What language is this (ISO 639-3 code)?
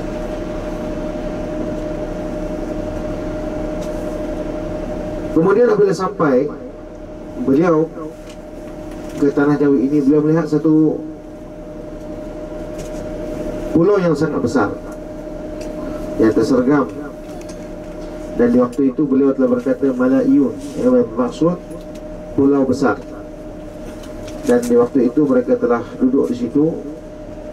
msa